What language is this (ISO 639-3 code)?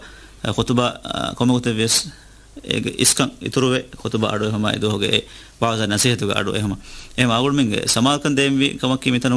div